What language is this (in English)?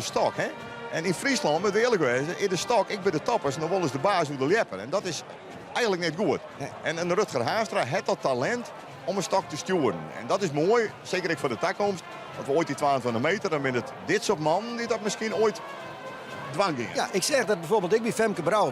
Western Frisian